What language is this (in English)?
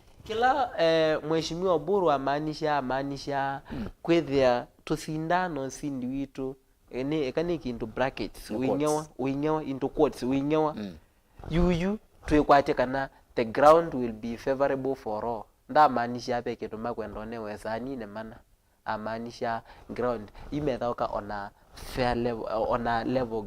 Kamba